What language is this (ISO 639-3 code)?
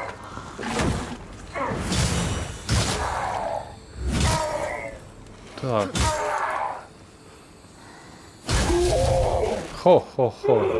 ukr